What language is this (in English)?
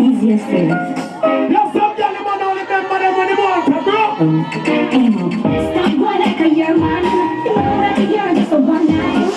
Jamaican Creole English